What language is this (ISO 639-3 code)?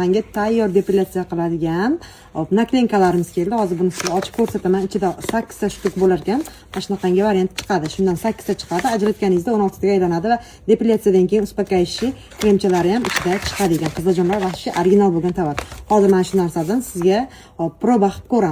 uzb